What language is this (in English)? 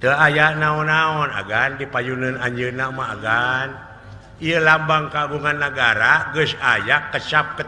Sundanese